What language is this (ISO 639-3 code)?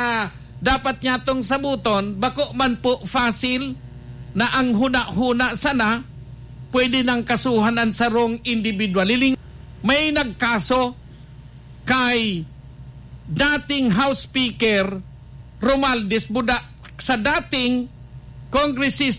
bik